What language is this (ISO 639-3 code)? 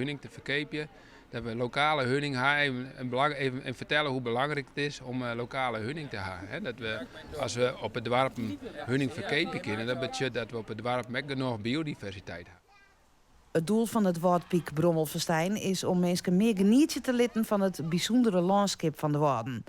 fry